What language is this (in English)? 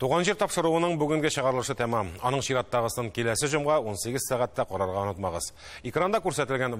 Tatar